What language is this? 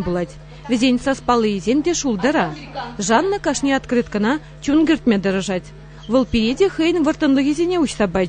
Chuvash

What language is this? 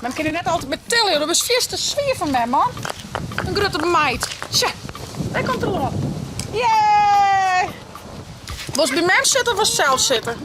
Western Frisian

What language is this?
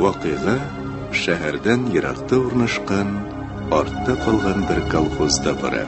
Tatar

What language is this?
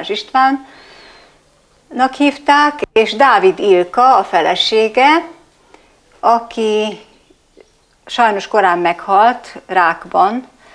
Hungarian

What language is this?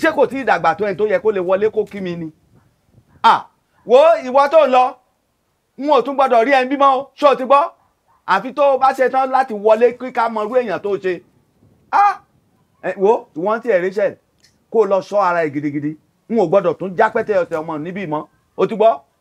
Yoruba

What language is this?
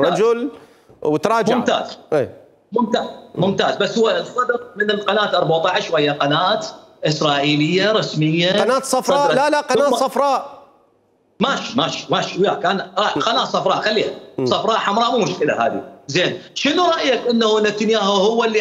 Mesopotamian Arabic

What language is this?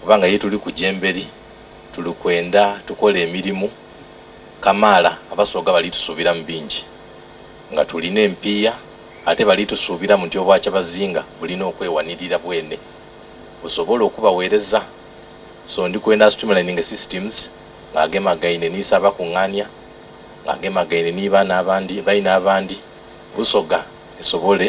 Soga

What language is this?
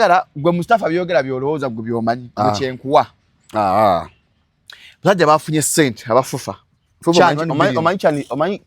Ganda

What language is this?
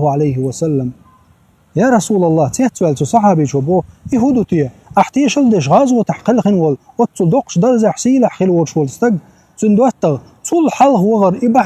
Chechen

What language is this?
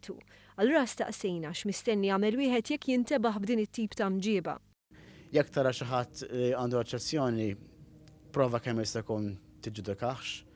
Maltese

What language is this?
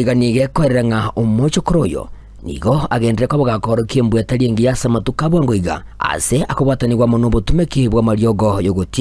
Gusii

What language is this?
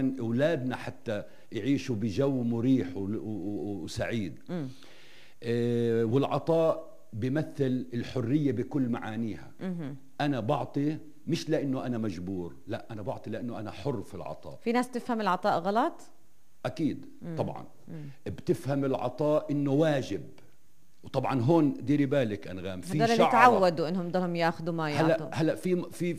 North Levantine Arabic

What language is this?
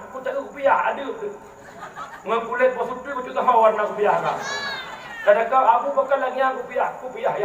Achinese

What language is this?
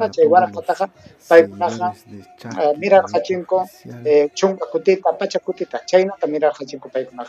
Ayacucho Quechua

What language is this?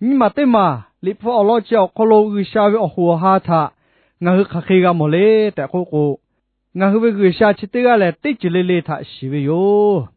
Lahu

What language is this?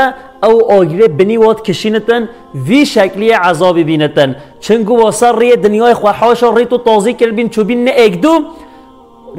Kurdish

